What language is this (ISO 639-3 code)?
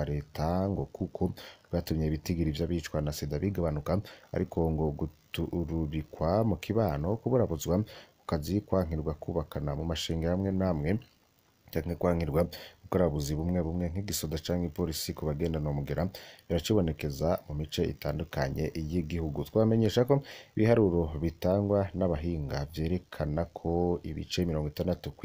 run